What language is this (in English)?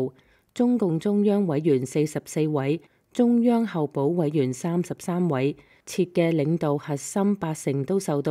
Cantonese